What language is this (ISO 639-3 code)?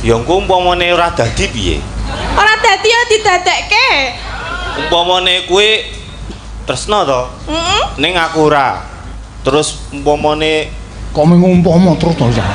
jav